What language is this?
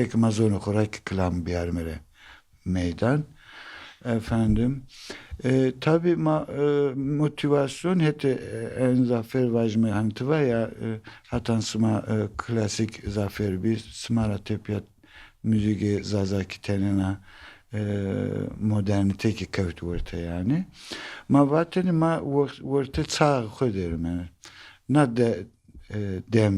Zaza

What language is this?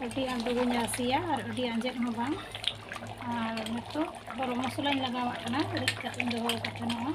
Santali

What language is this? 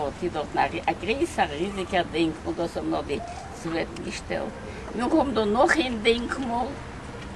Yiddish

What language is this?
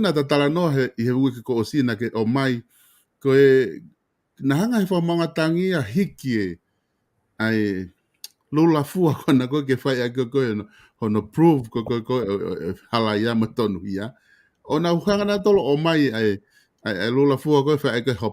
Tongan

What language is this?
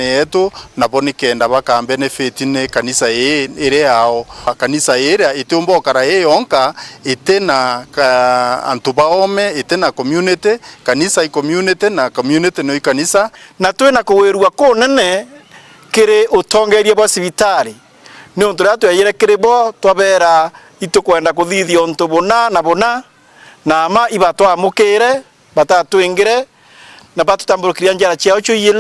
Meru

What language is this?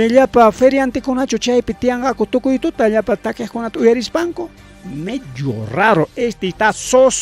Ayacucho Quechua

